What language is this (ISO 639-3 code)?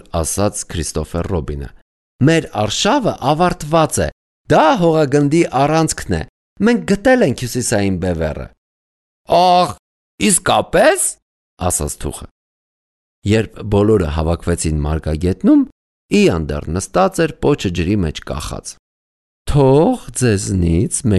hye